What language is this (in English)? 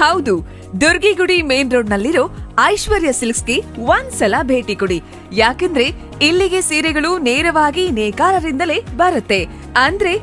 Kannada